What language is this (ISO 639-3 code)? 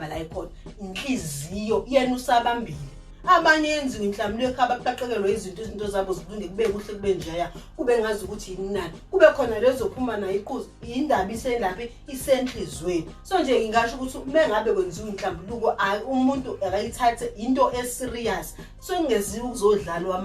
zul